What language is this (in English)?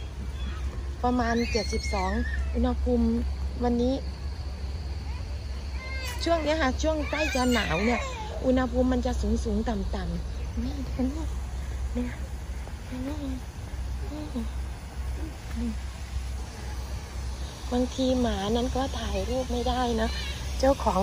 Thai